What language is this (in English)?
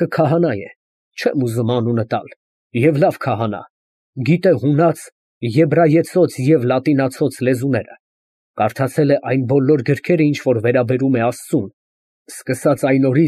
Armenian